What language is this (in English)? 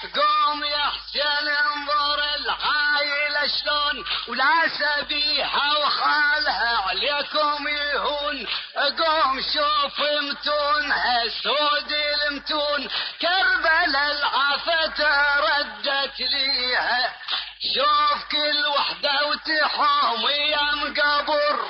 Mesopotamian Arabic